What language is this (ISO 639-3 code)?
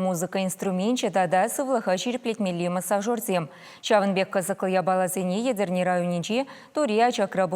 chv